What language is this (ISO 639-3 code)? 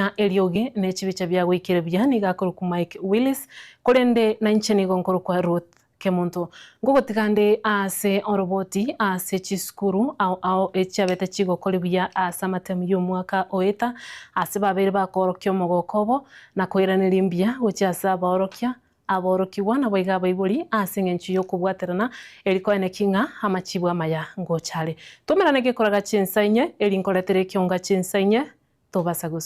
guz